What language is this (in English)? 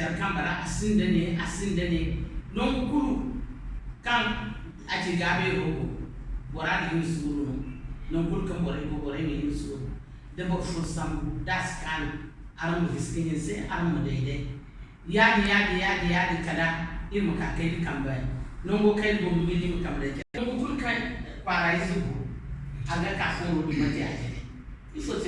Zarma